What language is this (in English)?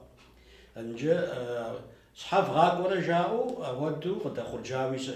Kabardian